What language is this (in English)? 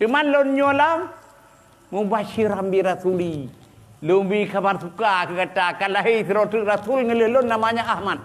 Achinese